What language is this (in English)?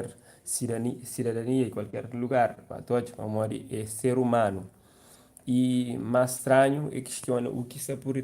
Kabuverdianu